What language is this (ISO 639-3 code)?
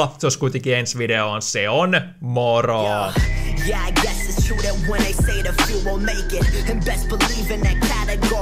fin